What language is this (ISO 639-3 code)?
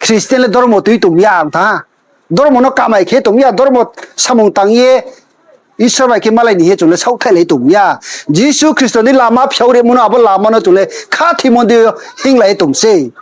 ria